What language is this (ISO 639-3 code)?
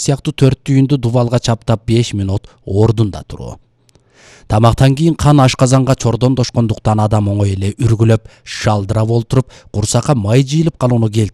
kir